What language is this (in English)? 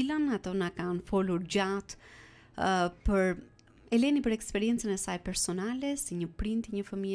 Albanian